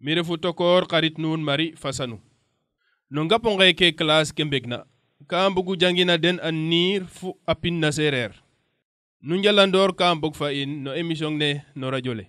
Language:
Serer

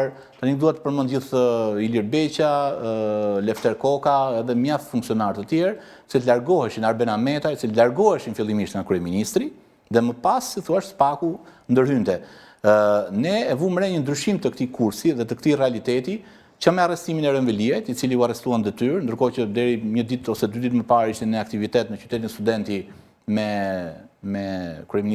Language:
Albanian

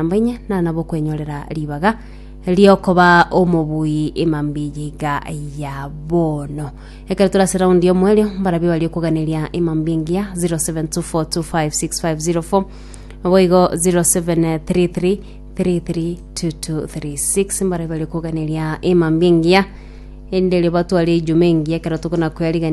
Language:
Gusii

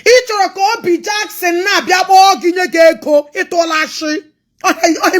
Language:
Igbo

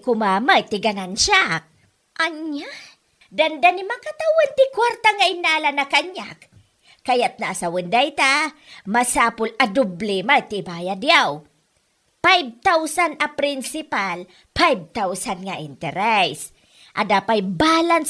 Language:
Iloko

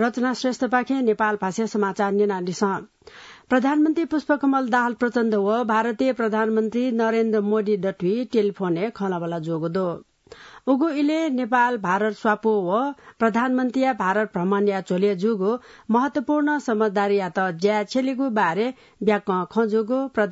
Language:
Newari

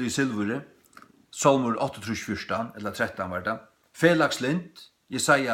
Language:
Faroese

